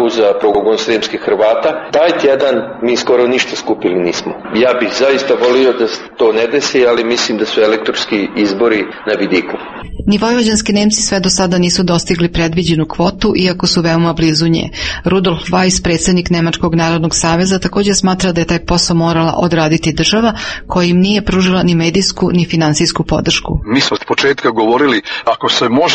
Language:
Croatian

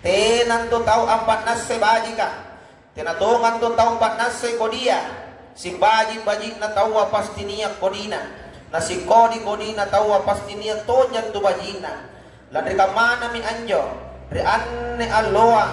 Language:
Makasar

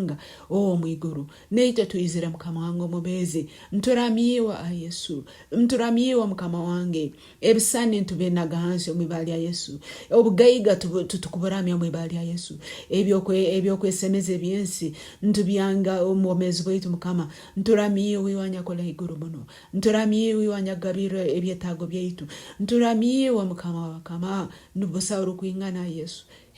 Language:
Nyoro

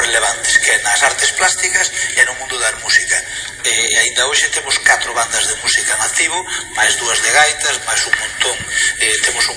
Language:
Galician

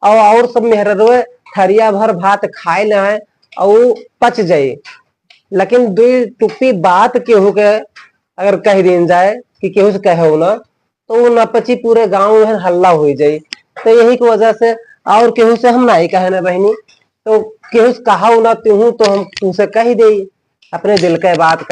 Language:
Awadhi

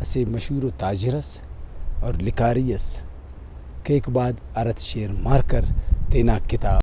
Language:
Brahui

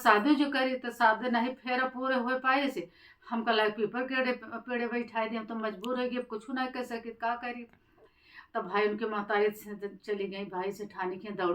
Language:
Awadhi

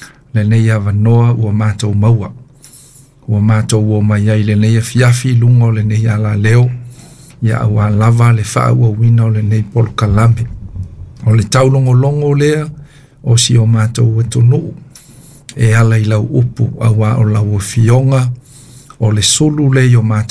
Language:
Samoan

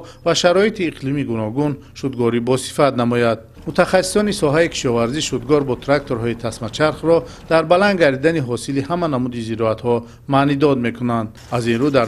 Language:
Tajik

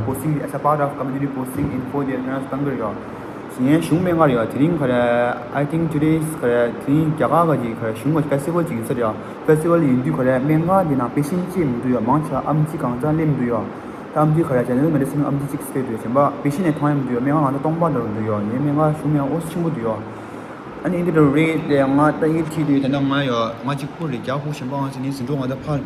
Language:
Tibetan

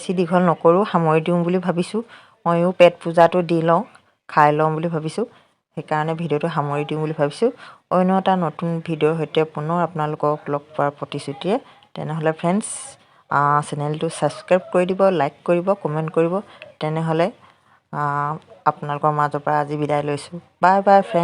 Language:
Assamese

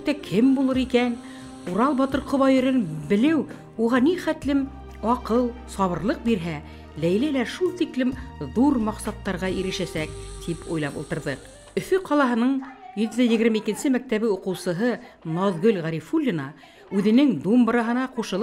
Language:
Bashkir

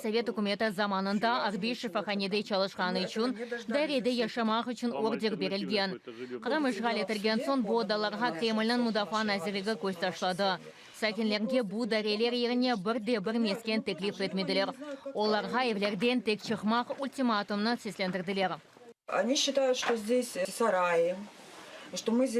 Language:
Crimean Tatar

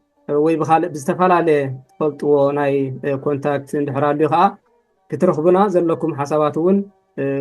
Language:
Tigrinya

